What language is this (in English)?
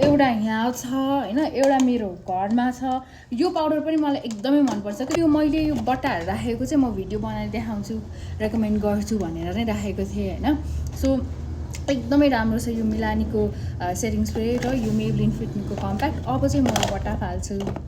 Nepali